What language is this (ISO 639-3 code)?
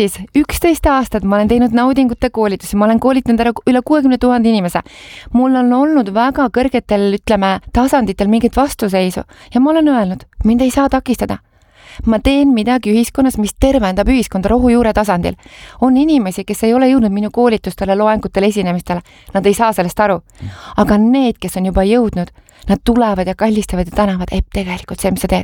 est